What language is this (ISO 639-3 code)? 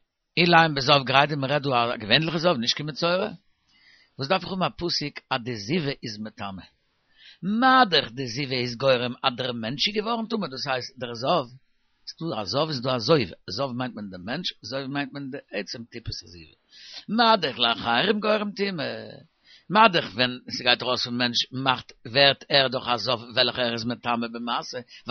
yid